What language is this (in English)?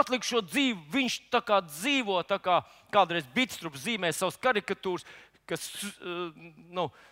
Latvian